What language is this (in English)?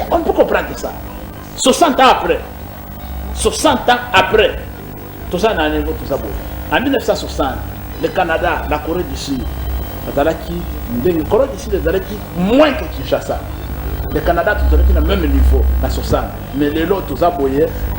Lingala